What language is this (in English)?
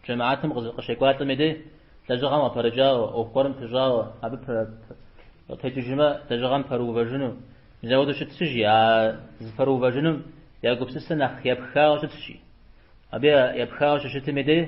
Kabardian